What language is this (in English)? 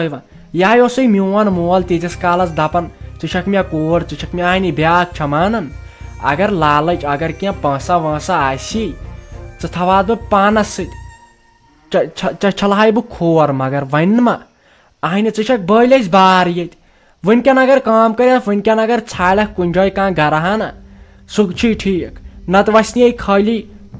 Kashmiri